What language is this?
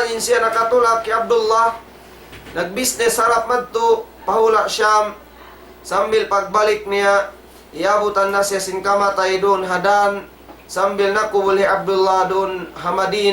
Tausug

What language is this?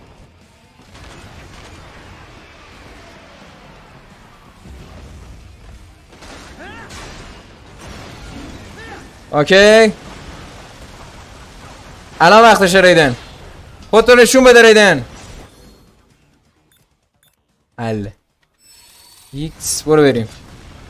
Persian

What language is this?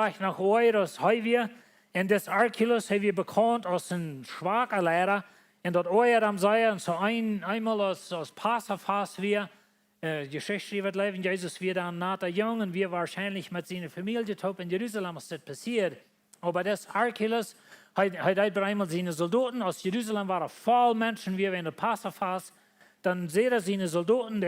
Plautdietsch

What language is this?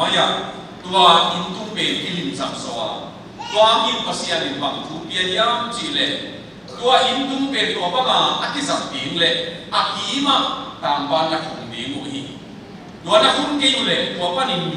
Tedim Chin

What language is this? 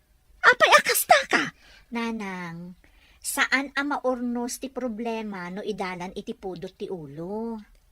Iloko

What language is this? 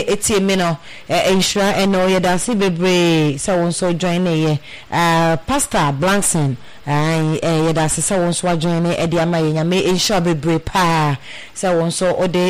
Akan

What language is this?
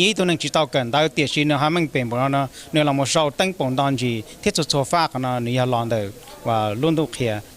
Hmong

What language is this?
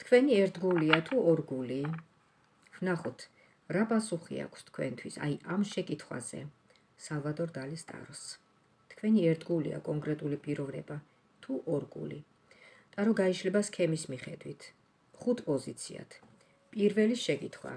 Georgian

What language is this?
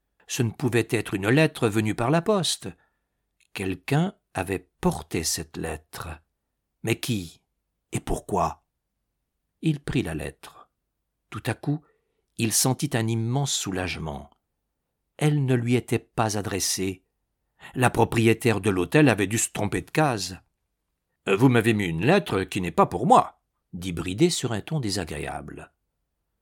French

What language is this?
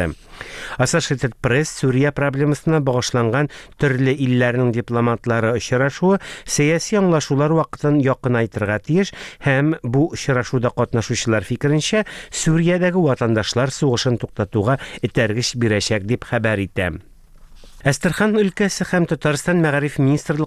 Tatar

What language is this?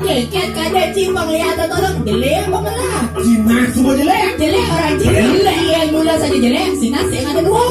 Balinese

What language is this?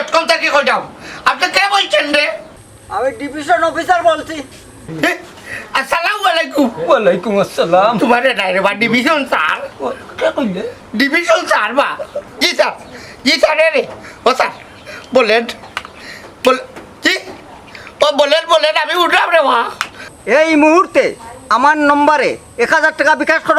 Sylheti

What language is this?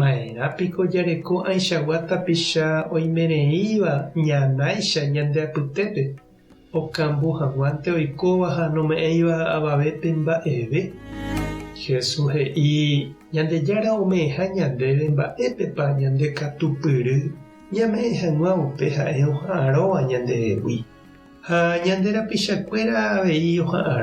Guarani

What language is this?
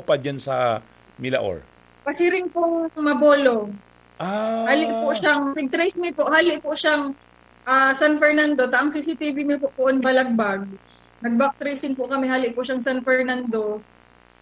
Bikol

